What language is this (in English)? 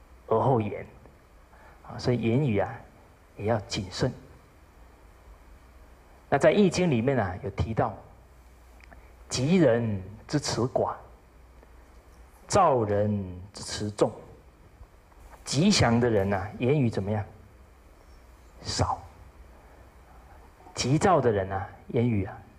Chinese